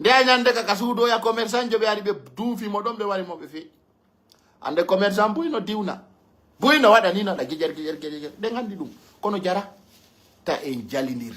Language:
Pular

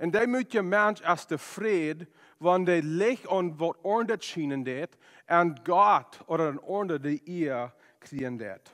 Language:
Plautdietsch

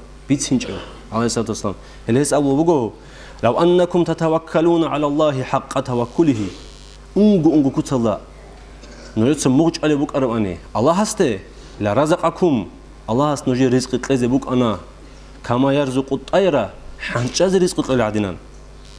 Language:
Avaric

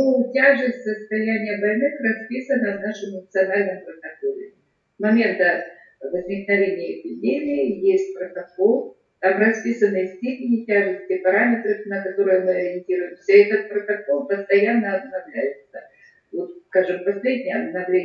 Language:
Russian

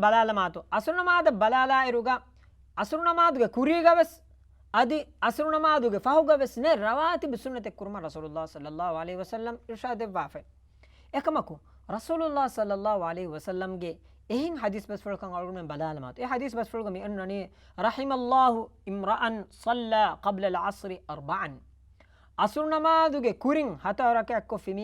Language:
Divehi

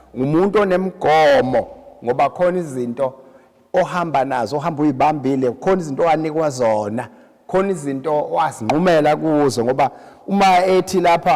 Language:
Zulu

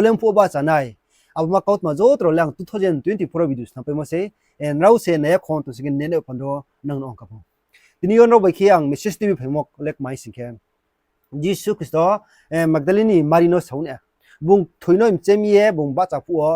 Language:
Riang (India)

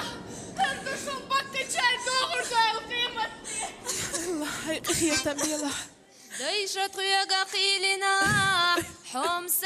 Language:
Chechen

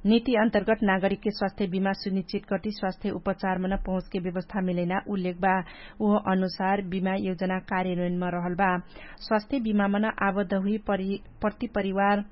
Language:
Dangaura Tharu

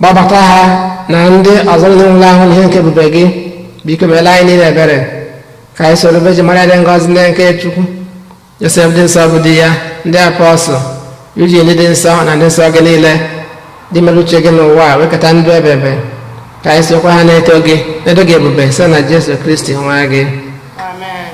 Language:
Igbo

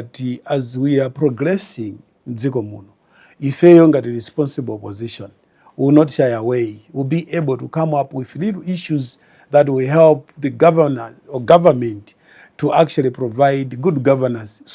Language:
Nyanja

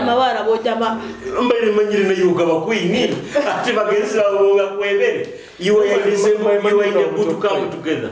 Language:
Nyoro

